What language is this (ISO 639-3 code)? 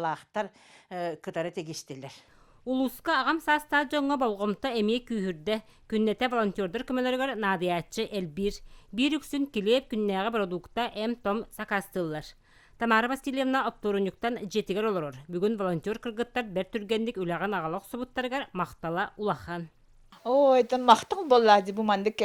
sah